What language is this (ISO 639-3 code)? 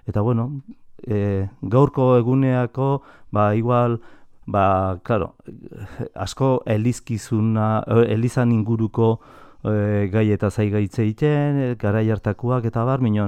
eus